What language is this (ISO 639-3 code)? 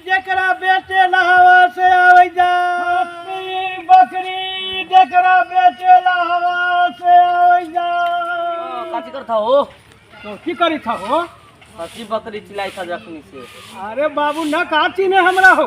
mag